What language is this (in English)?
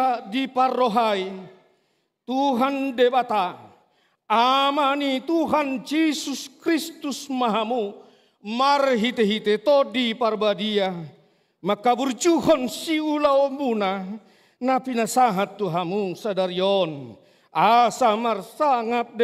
Batak Toba